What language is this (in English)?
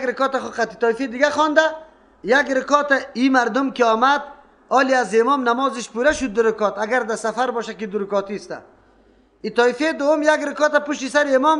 Persian